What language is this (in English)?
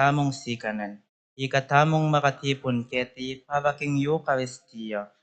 Pampanga